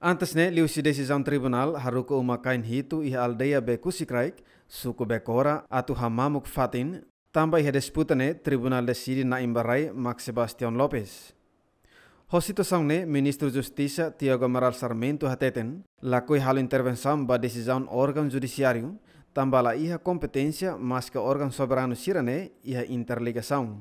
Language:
Tetum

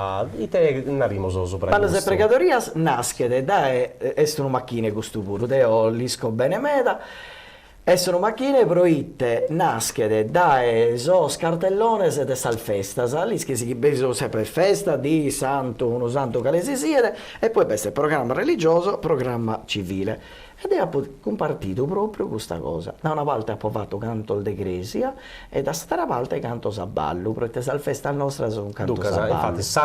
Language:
Sardinian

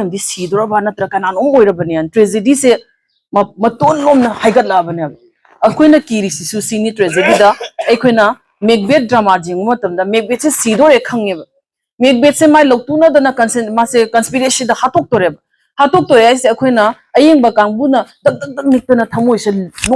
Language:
Manipuri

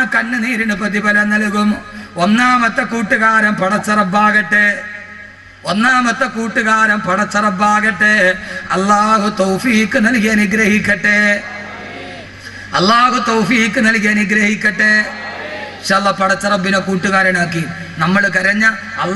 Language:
Malayalam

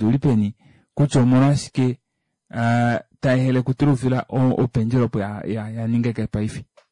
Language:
Kuanyama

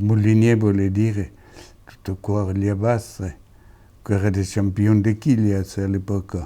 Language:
Occitan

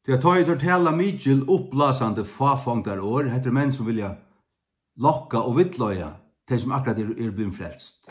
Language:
Faroese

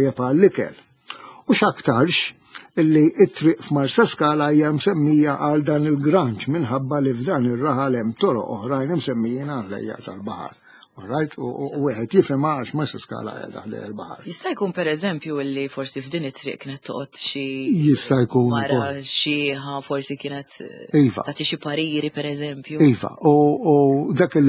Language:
Maltese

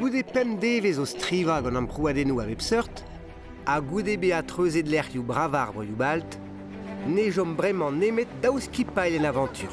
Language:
Breton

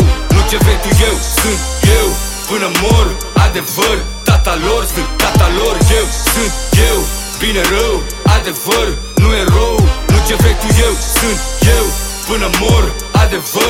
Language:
Romanian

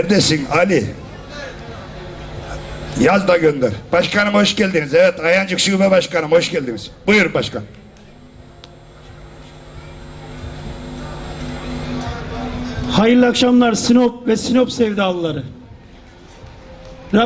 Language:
Turkish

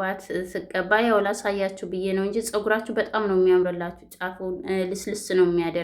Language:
Amharic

